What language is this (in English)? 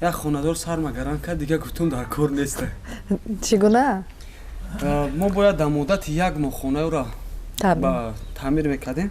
Tajik